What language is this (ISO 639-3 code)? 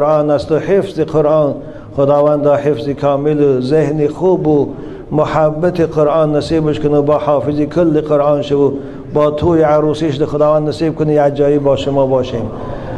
tgk